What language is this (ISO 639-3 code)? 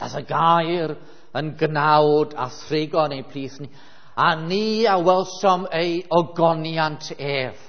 cym